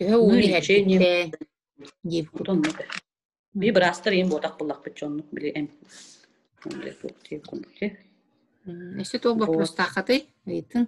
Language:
Yakut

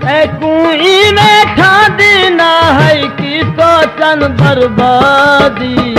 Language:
Saraiki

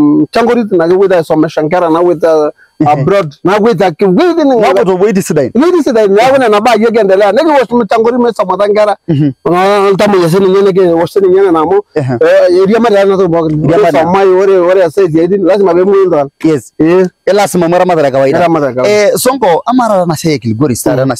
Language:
Masai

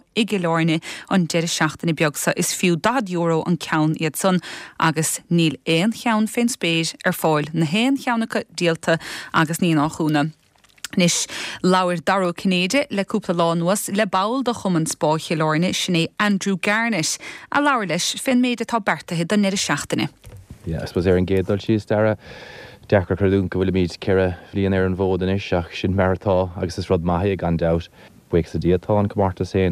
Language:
Irish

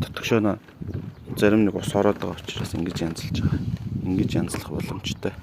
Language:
Mongolian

